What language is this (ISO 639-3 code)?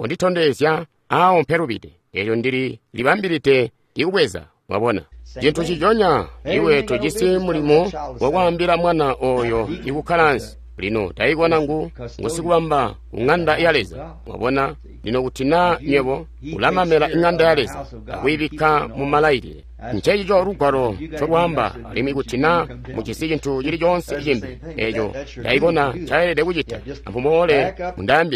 toi